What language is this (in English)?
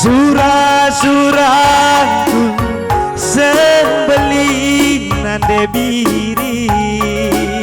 Batak Karo